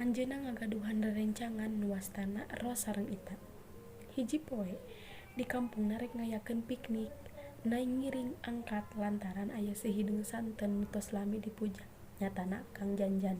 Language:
Sundanese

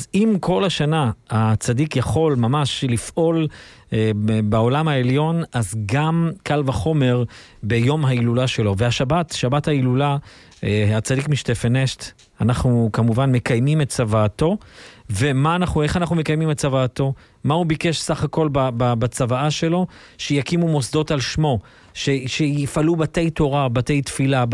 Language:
Hebrew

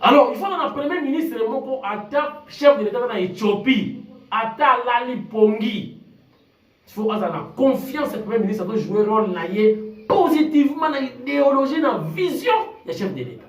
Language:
Lingala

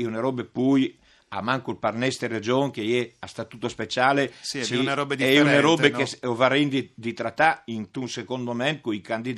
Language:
Friulian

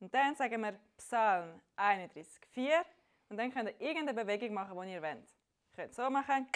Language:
Swiss German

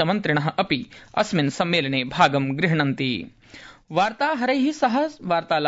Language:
Sanskrit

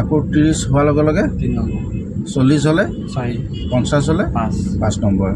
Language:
Assamese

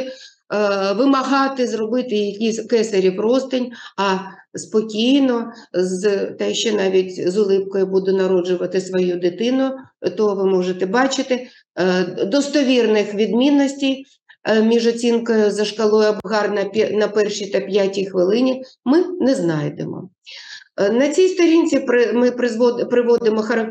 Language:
Ukrainian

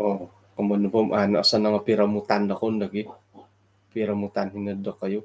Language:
Central Dusun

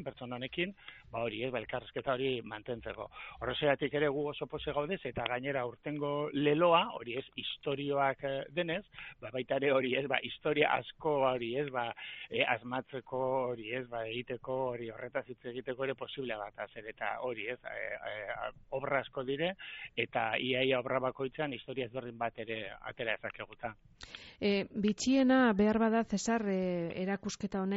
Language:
Basque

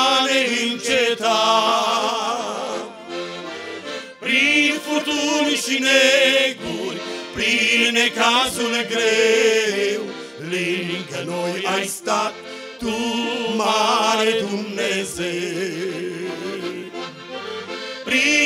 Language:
Romanian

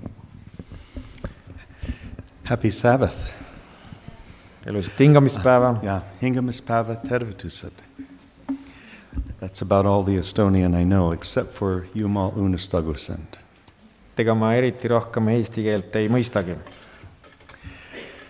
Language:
Estonian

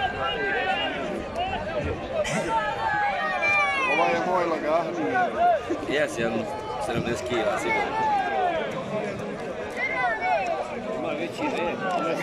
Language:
Croatian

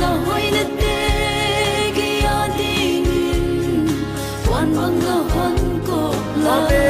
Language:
Paite Chin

